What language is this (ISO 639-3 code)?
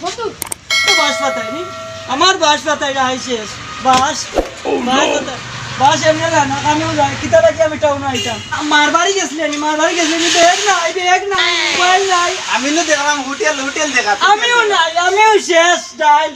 syl